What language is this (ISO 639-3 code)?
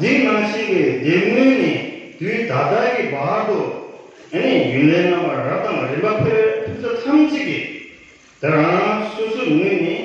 bod